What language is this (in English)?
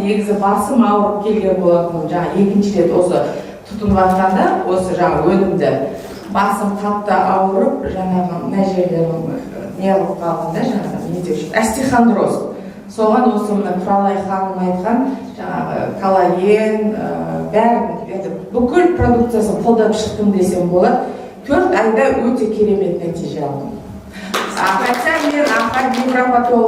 Kazakh